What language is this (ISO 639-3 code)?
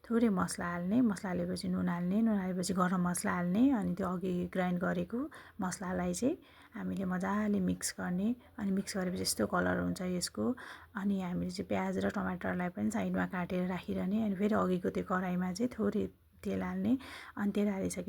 nep